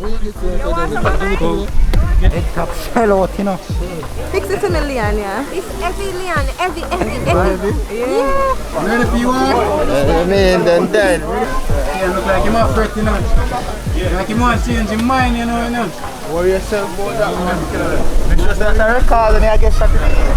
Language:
Jamaican Creole English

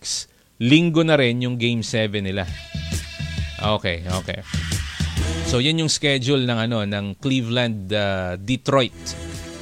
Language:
Filipino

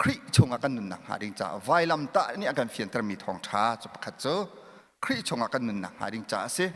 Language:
Hakha Chin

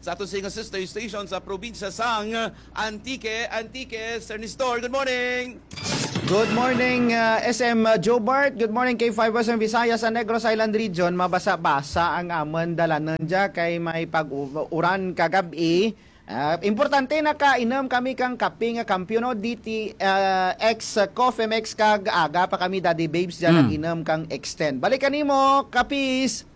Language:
Hiligaynon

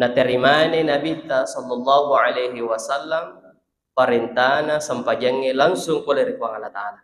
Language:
Buginese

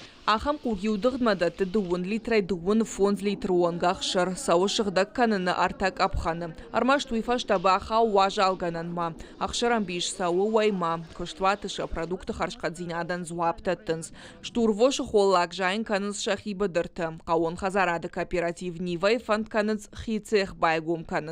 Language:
Ossetic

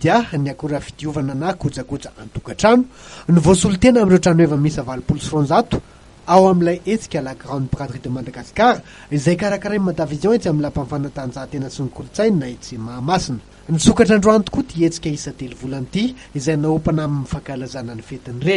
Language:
Malagasy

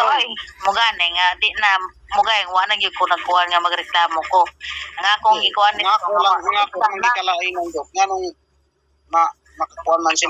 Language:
Cebuano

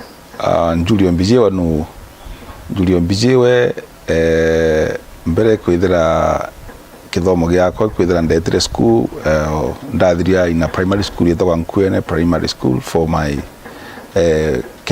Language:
Meru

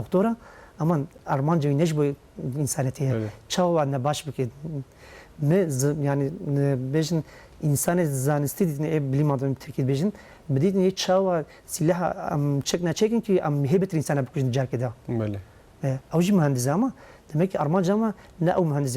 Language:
Kurdish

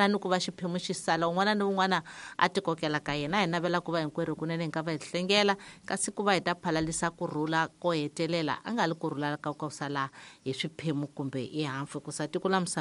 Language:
Tsonga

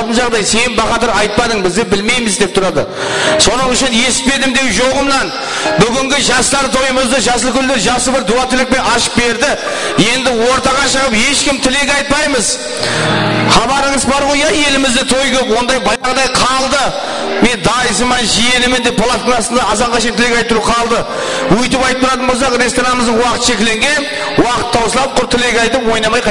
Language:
Kara-Kalpak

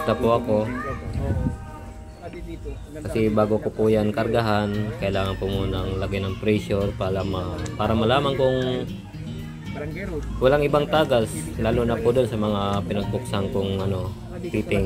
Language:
Filipino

